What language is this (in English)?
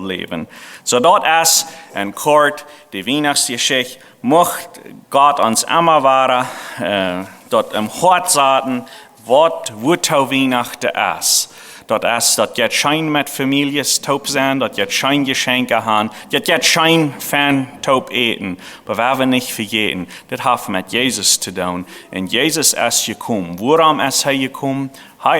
Plautdietsch